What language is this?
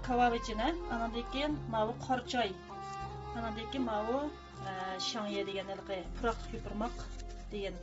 Uyghur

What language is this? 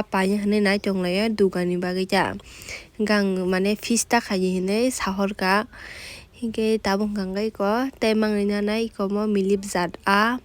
Kok Borok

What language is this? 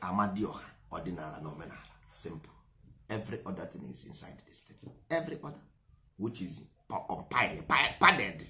Igbo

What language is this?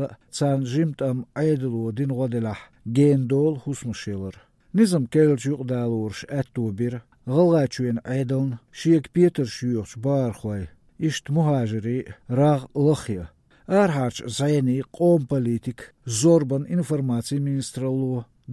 Chechen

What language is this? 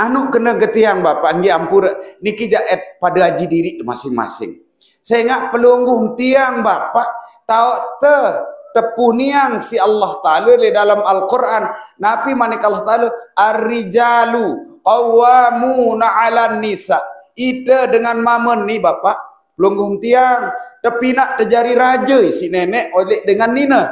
Sasak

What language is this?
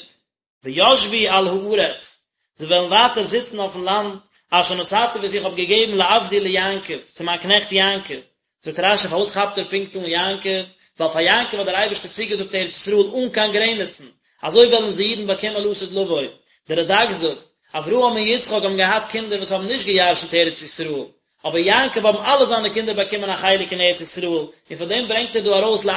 Yiddish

